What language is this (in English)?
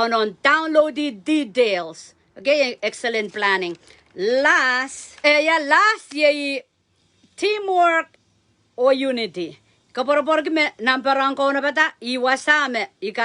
Pohnpeian